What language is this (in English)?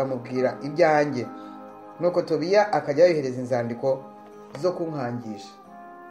Kinyarwanda